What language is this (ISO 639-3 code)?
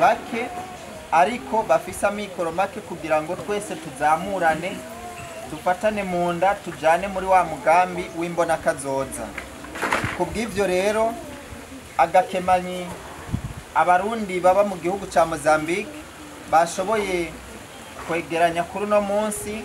run